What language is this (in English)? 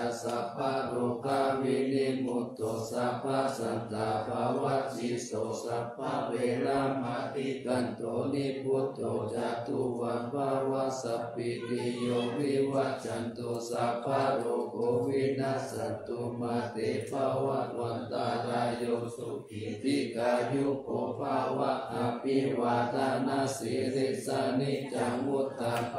Pali